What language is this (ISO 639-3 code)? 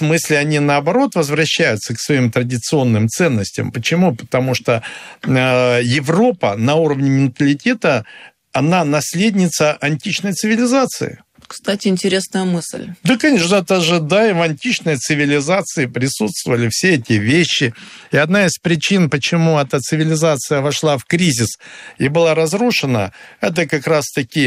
rus